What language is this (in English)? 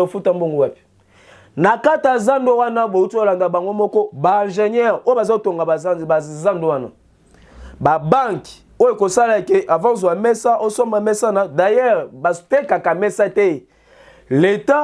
Lingala